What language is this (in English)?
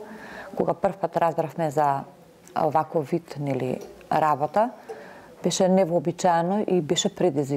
Macedonian